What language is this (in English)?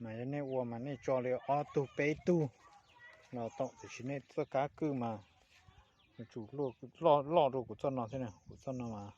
Hmong